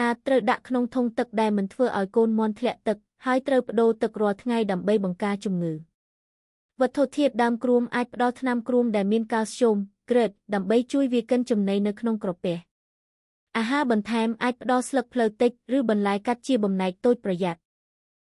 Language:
Khmer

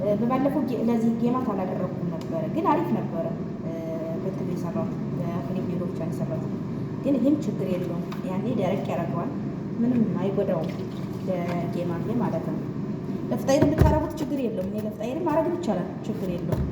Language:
Amharic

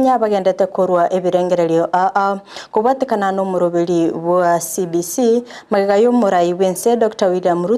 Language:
Gusii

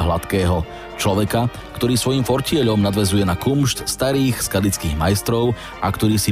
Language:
Slovak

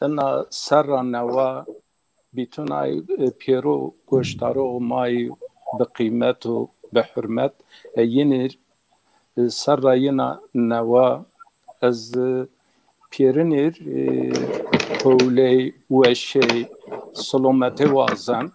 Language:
Zaza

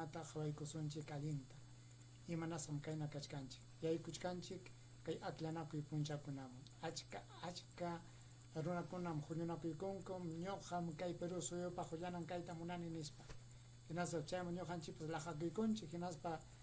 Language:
Ayacucho Quechua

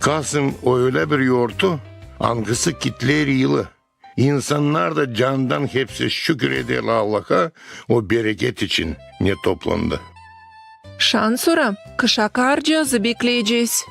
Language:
Gagauz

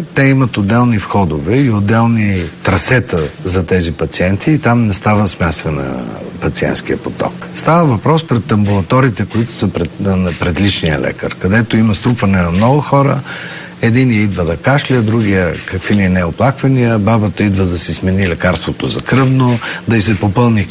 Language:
Bulgarian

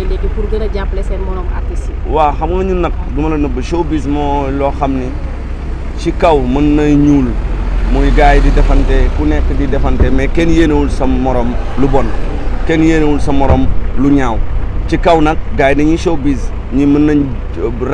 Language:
Wolof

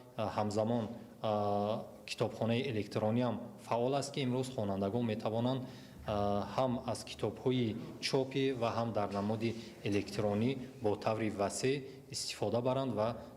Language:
Tajik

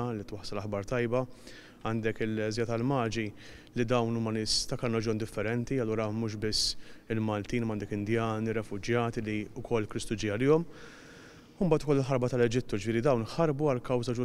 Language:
Maltese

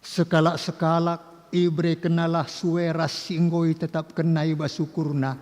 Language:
Batak Karo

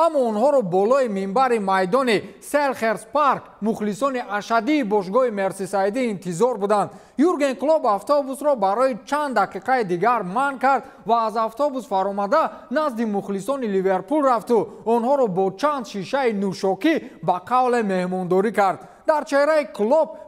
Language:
Tajik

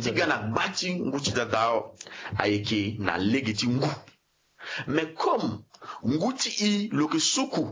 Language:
Sango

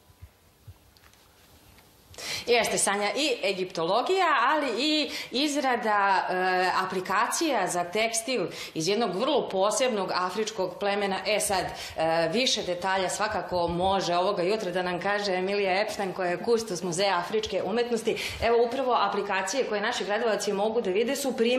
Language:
Serbian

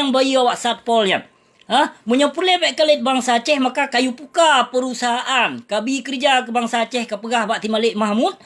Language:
Achinese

